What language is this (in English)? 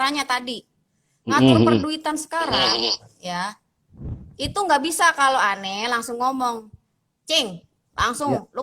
Betawi